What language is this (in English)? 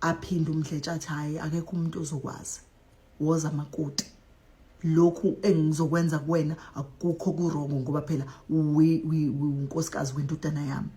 Zulu